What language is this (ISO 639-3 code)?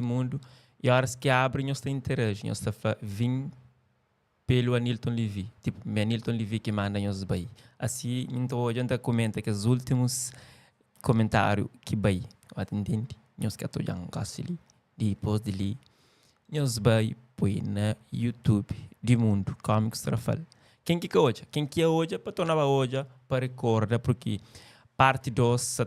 kea